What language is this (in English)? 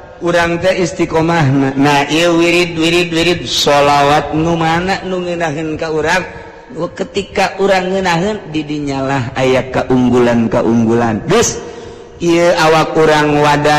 Sundanese